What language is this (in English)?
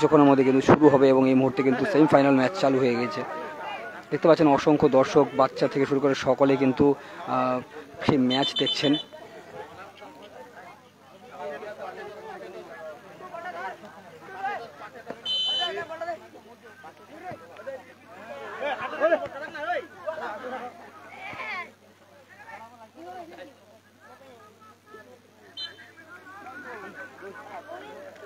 Bangla